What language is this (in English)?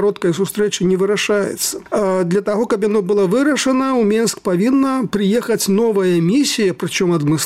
Belarusian